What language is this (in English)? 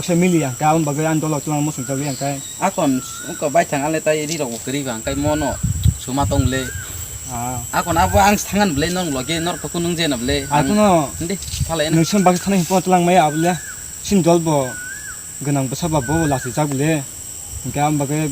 Kok Borok